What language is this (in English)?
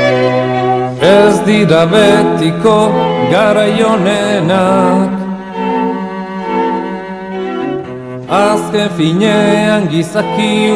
Basque